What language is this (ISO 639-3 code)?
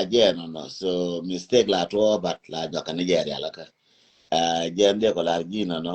nus